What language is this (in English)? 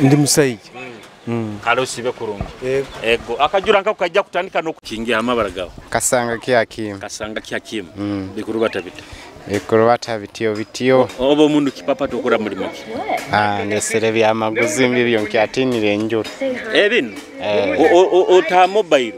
Nyoro